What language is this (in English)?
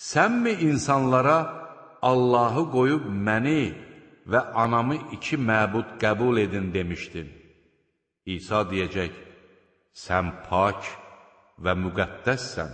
Azerbaijani